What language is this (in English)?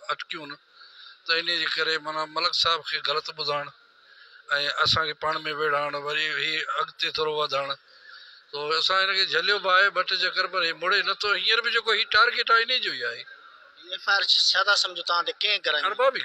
Sindhi